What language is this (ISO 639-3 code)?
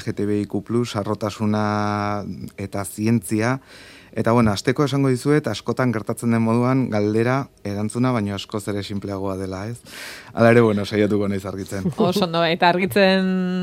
eus